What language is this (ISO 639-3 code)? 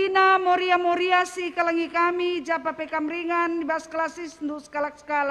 btx